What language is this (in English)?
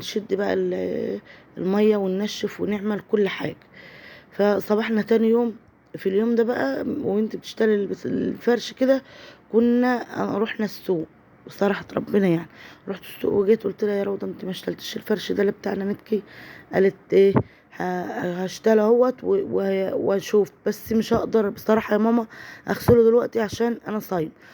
Egyptian Arabic